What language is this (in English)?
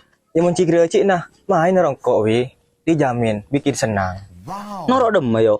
Madurese